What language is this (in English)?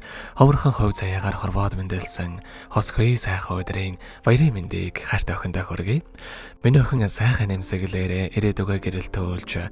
Mongolian